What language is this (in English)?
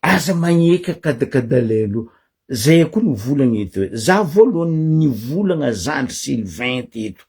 Malagasy